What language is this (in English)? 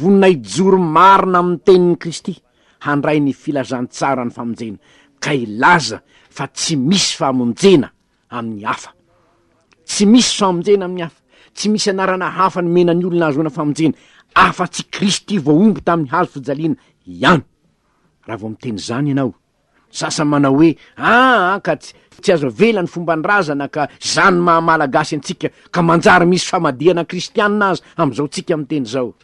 Malagasy